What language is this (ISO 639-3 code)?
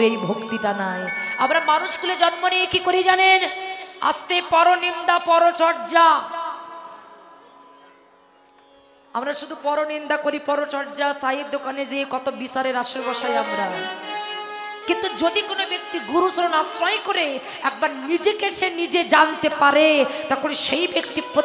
ben